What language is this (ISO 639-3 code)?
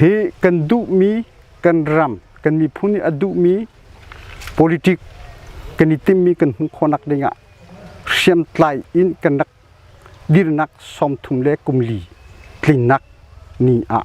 cnh